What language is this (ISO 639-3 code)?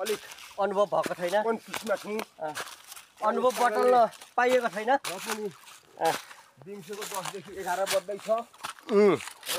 nep